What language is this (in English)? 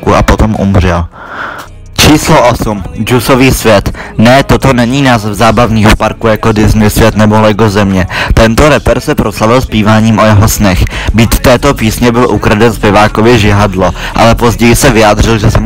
Czech